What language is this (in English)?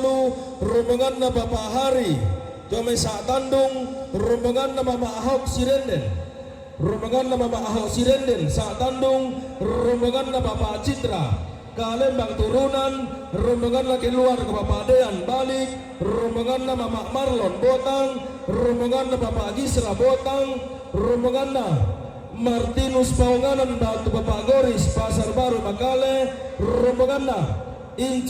Toraja-Sa'dan